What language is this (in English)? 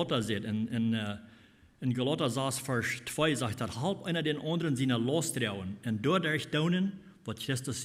Plautdietsch